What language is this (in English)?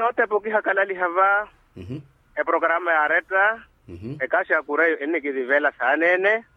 Makhuwa